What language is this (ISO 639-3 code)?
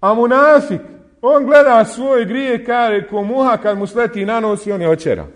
bos